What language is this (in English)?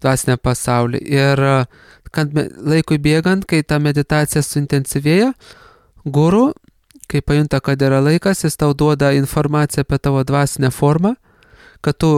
Lithuanian